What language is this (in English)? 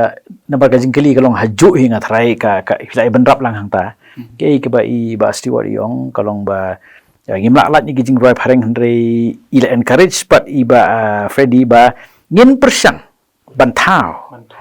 Khasi